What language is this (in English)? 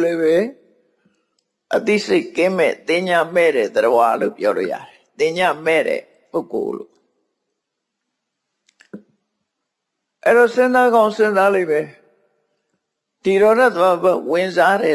Burmese